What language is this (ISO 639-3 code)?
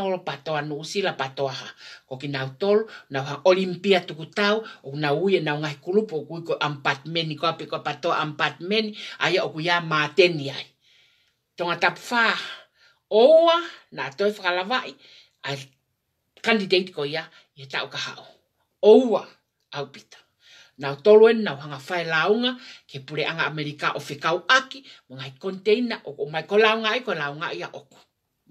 ton